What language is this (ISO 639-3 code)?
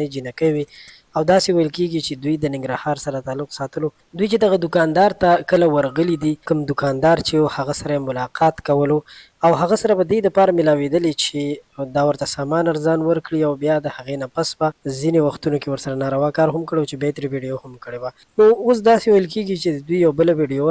pus